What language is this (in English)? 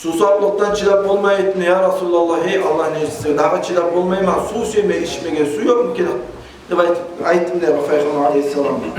Kumyk